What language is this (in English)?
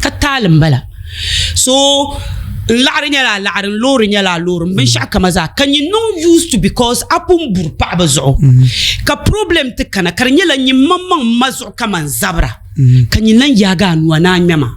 Dagbani